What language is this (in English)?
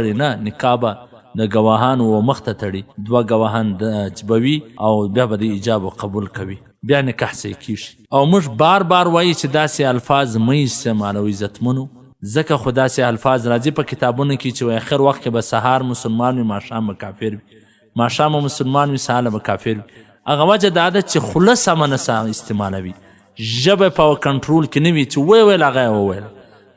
Pashto